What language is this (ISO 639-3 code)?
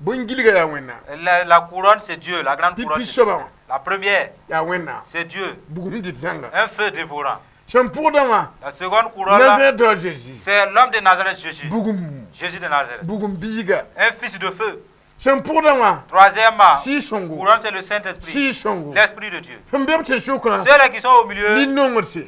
mos